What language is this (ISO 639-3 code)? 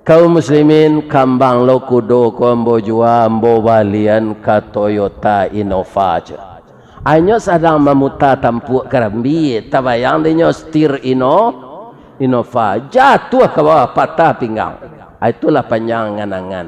min